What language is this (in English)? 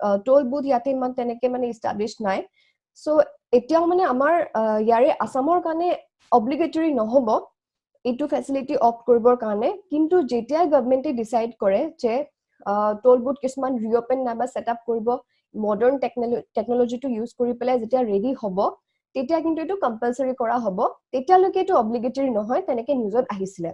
Assamese